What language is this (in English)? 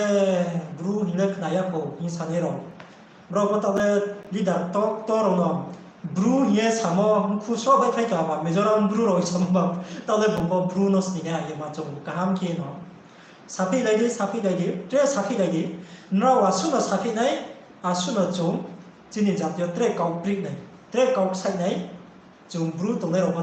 Riang (India)